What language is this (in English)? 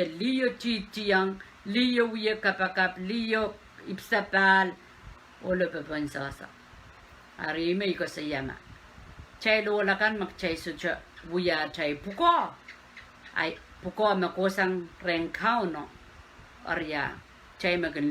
Pohnpeian